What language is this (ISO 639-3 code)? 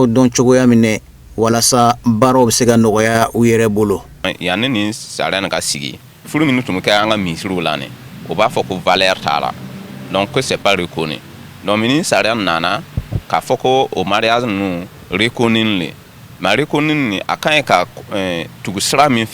bam